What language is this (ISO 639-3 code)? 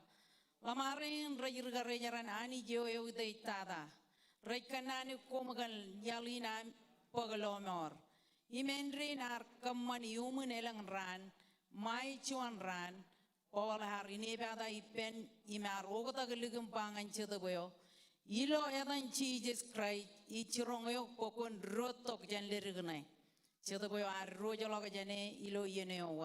mah